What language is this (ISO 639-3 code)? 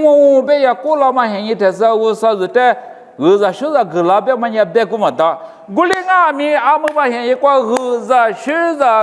lis